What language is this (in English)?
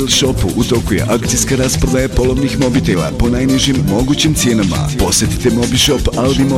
Bosnian